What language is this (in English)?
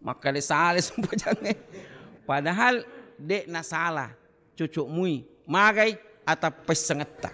Buginese